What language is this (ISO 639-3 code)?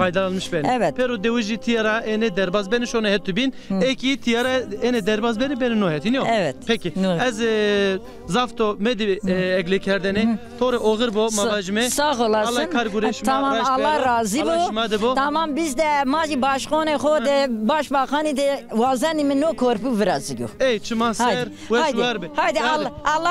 zza